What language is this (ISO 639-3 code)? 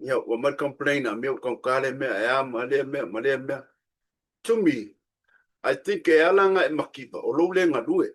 smo